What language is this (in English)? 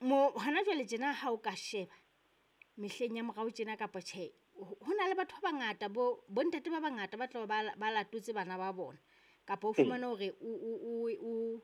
Southern Sotho